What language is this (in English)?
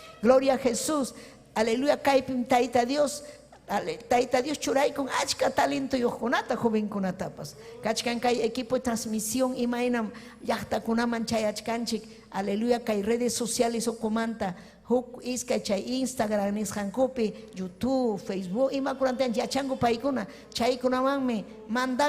Ayacucho Quechua